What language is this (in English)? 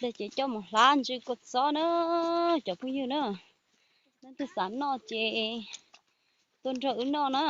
Hmong